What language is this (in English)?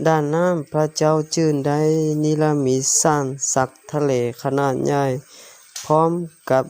Lao